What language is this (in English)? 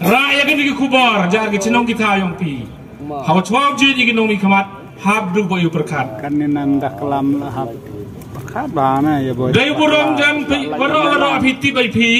Khasi